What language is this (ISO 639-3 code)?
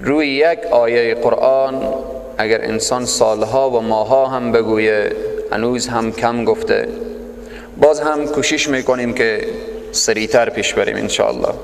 fas